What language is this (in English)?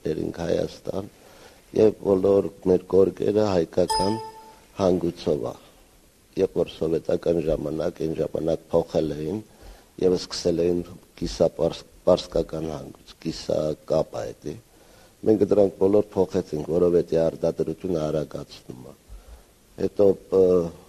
Armenian